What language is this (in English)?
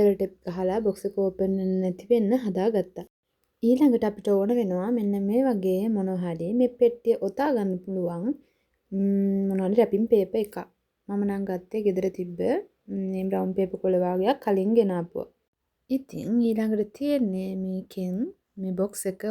Sinhala